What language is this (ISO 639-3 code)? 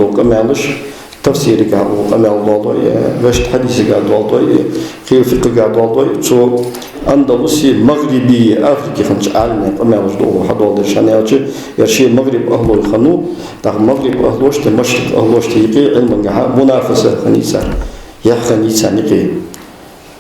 inh